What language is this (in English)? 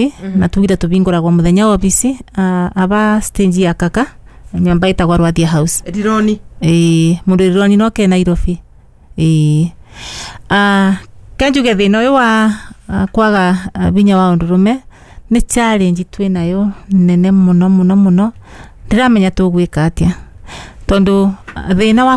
Kikuyu